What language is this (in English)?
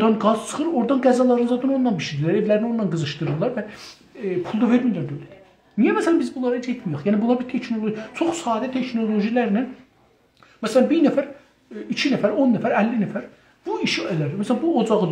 South Azerbaijani